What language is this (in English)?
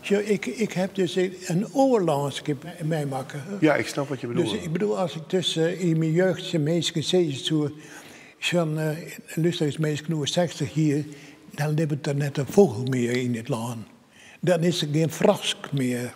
Western Frisian